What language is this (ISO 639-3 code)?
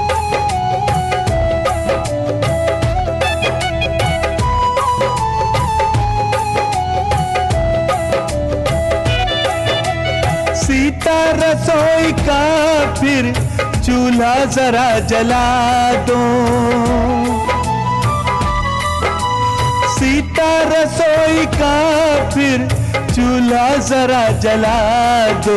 hin